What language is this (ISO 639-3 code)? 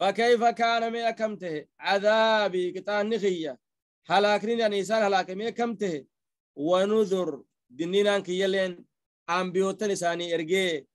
orm